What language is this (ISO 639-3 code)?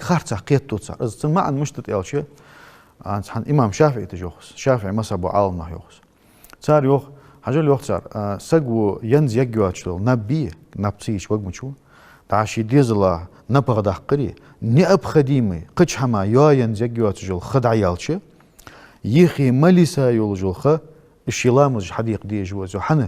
inh